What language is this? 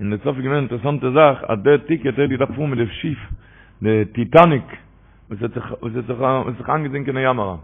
Yiddish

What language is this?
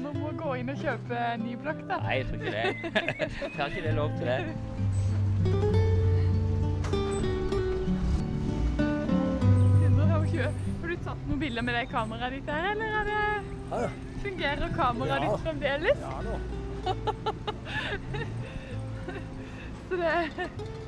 Norwegian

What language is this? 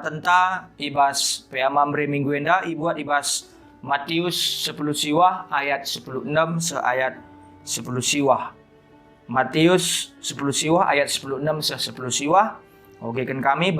Batak Karo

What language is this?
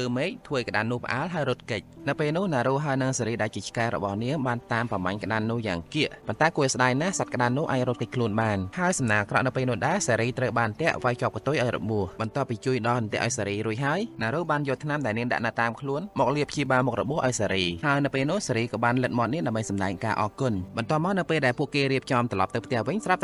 Khmer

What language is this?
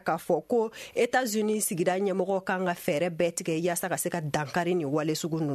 Bambara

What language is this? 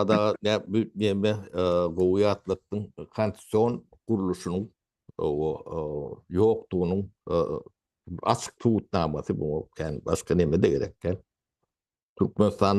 Turkmen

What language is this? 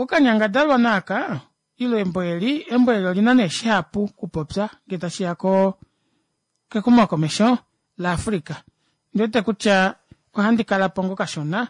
Kuanyama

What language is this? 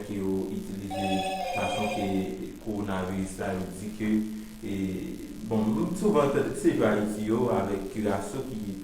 Haitian Creole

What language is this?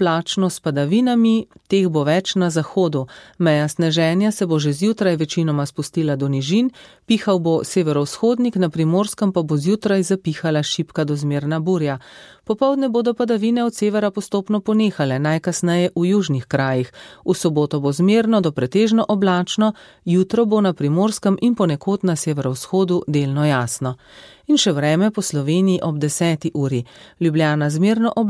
Slovenian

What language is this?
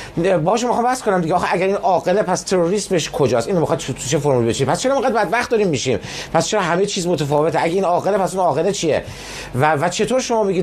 Persian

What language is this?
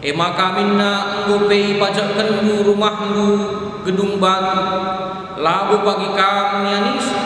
Batak Karo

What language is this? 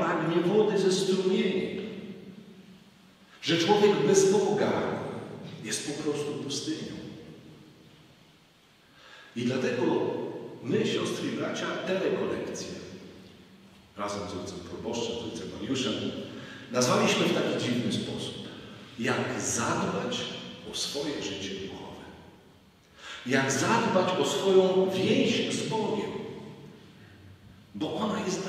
Polish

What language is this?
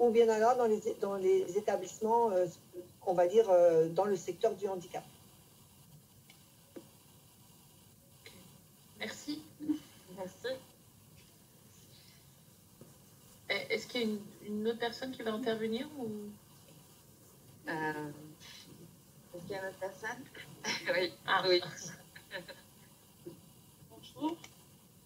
French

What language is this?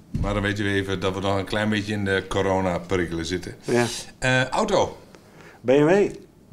Dutch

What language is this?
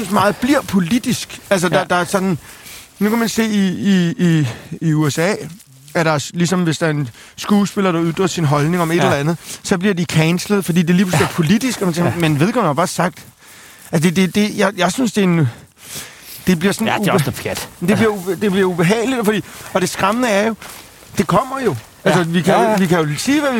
Danish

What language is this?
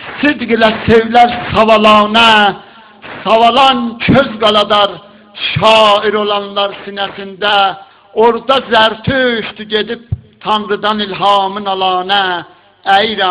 South Azerbaijani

